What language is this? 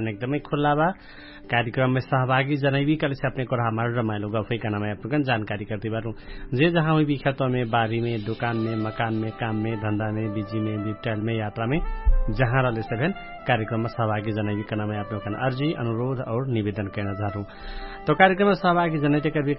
Bhojpuri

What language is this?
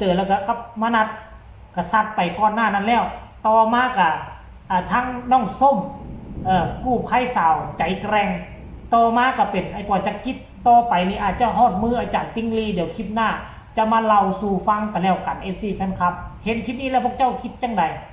Northeastern Thai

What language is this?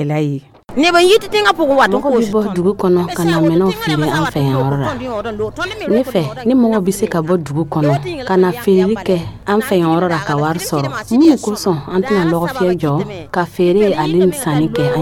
Dyula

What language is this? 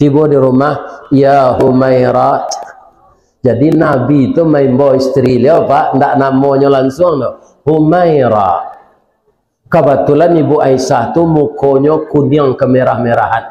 Minangkabau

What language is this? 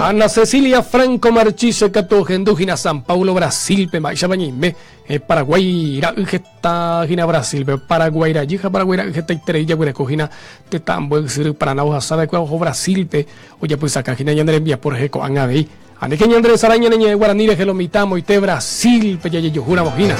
Guarani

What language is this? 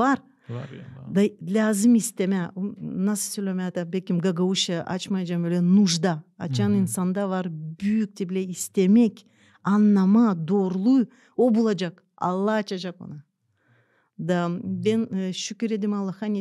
Gagauz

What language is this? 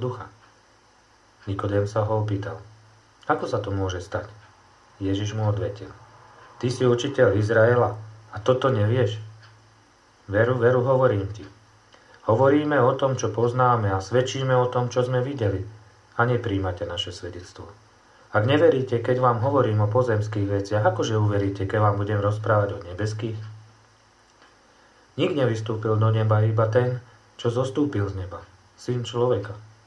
Slovak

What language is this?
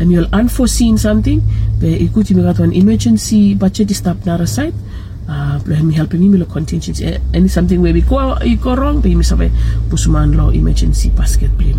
Bislama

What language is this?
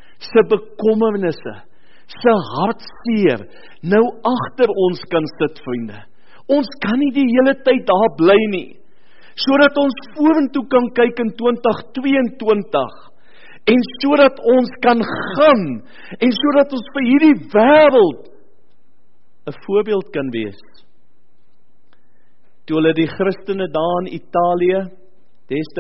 Afrikaans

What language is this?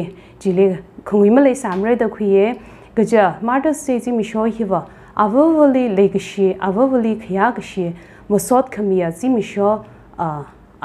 Tangkhul Naga (India)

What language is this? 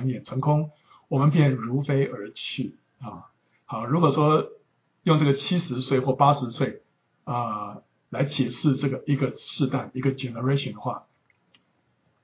Chinese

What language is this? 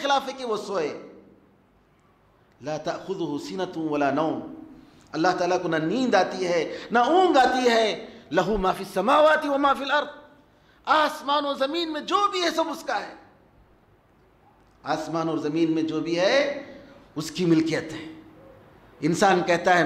Urdu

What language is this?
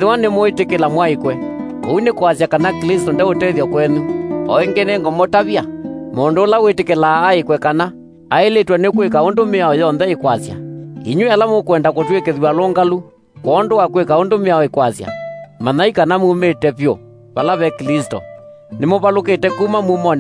Kamba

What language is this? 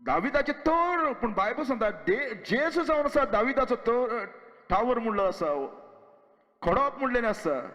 Konkani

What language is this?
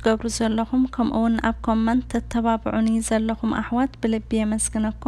Tigrinya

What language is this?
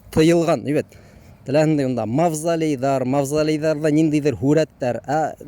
Bashkir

